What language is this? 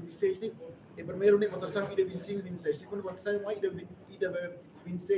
Tetum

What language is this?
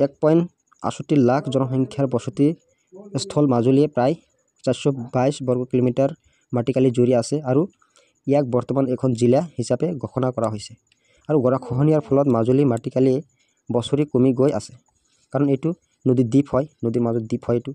Assamese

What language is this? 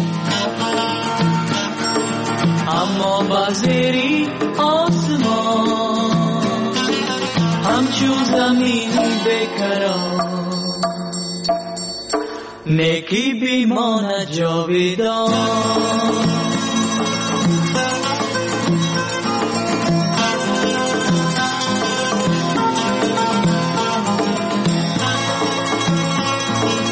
Persian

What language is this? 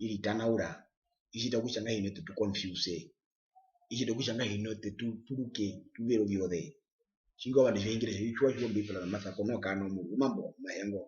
Herero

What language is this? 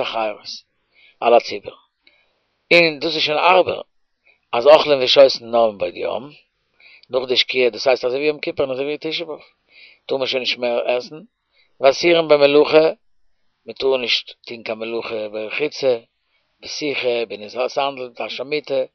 Yiddish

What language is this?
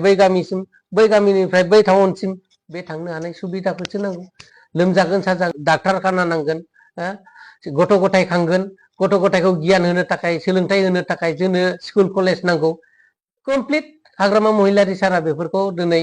Bodo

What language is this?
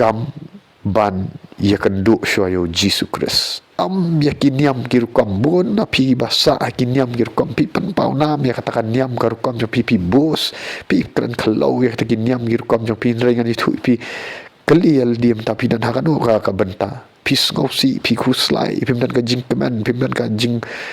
Khasi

